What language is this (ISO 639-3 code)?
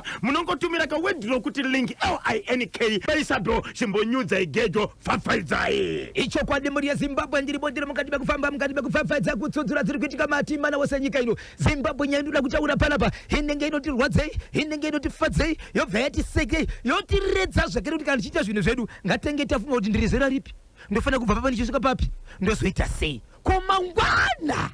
sna